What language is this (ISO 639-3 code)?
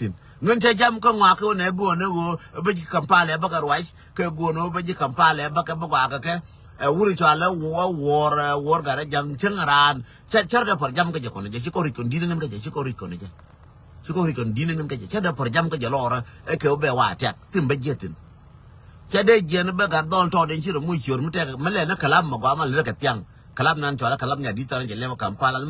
nus